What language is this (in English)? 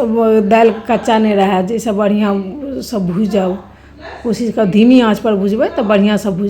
Maithili